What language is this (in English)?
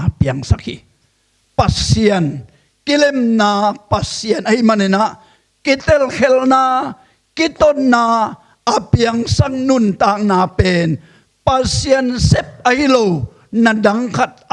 Tedim Chin